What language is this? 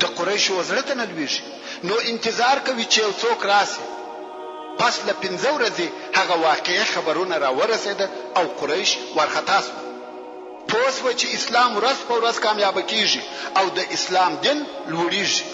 Pashto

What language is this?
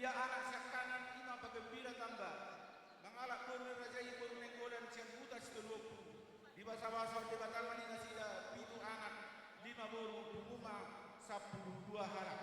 Batak Toba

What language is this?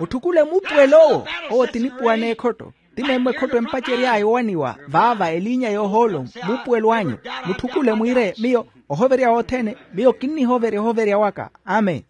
Makhuwa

